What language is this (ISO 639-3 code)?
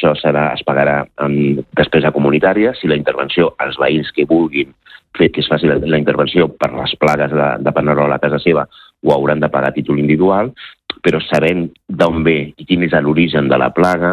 cat